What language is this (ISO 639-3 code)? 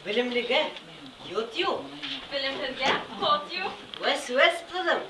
bak